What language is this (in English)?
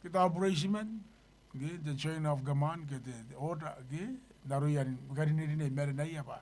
Gilbertese